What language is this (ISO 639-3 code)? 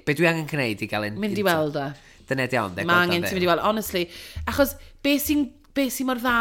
cym